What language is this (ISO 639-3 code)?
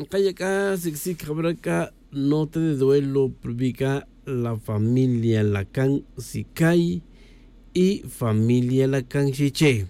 tzj